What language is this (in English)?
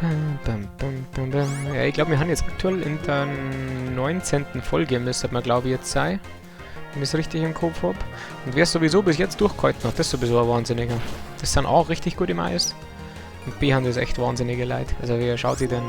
Bavarian